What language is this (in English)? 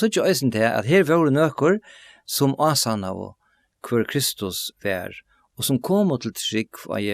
Faroese